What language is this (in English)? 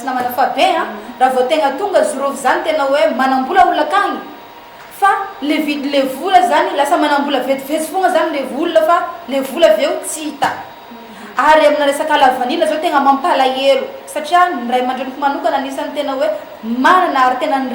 Malagasy